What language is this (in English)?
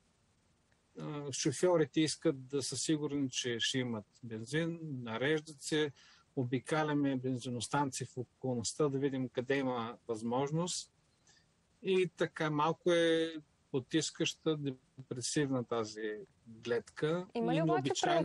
Bulgarian